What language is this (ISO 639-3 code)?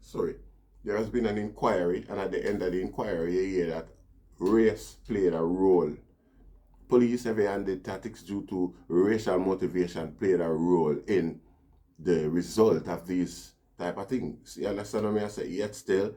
jam